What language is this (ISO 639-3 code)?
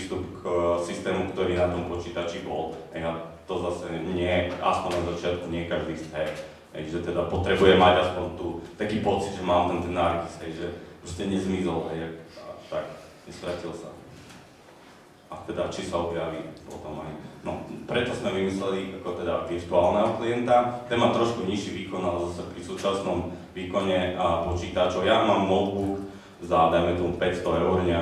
slk